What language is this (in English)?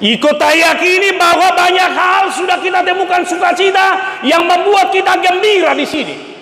Batak Toba